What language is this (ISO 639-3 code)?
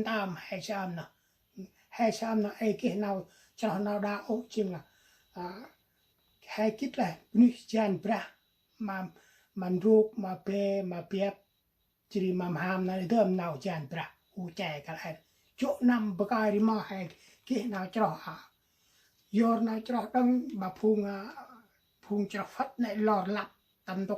cmo